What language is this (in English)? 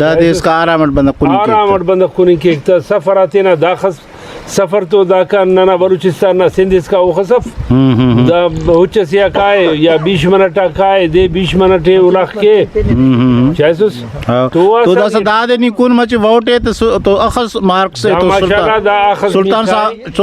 Brahui